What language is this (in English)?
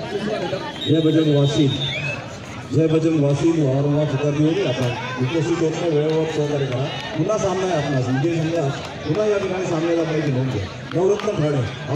Marathi